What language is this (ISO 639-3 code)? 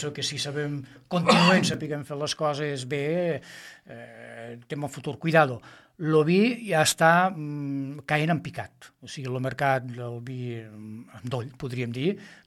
cat